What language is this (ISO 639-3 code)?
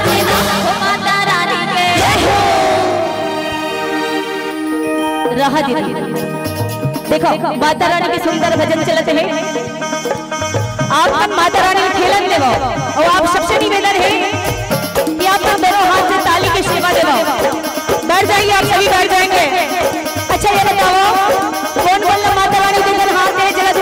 hne